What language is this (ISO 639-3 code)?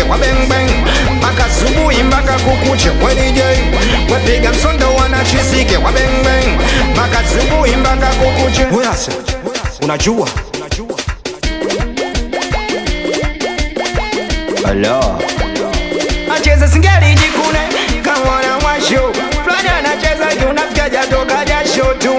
swa